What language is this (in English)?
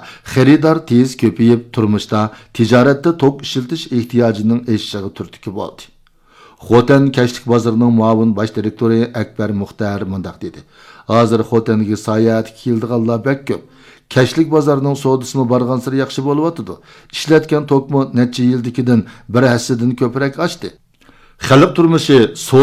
Uyghur